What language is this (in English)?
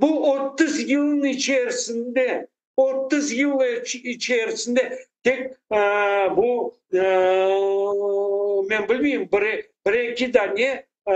Crimean Tatar